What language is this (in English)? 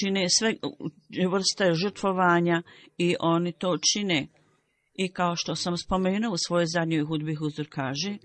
Bosnian